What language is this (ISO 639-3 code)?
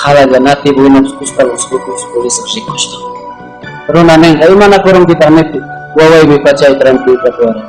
quy